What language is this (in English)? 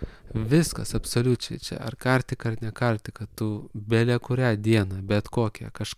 Lithuanian